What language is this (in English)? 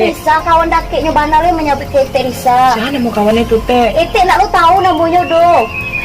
Minangkabau